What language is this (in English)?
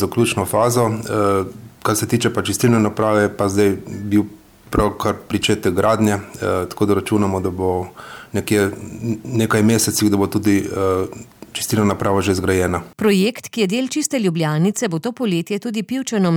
Slovenian